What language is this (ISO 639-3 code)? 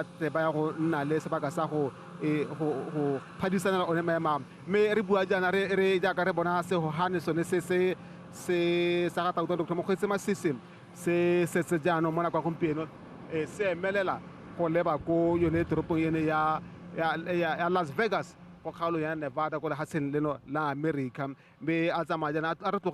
tsn